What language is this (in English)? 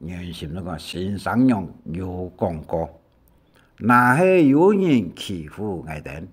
Hakka Chinese